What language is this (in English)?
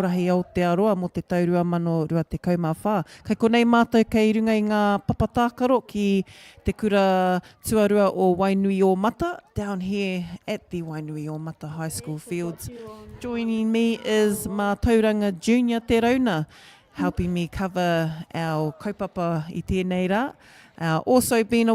Māori